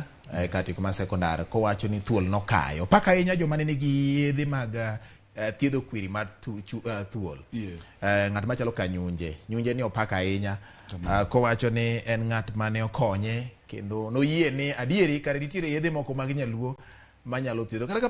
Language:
Luo (Kenya and Tanzania)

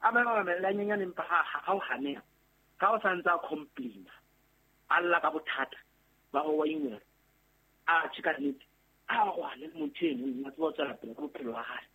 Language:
Southern Sotho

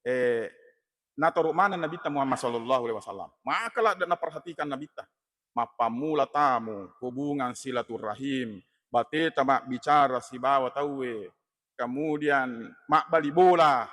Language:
Buginese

